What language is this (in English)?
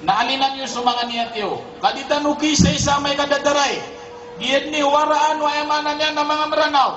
Maranao